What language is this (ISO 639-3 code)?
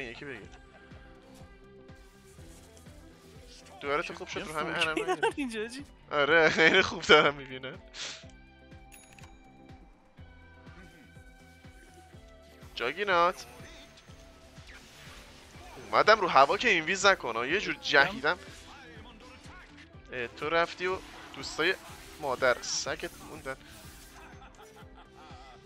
fas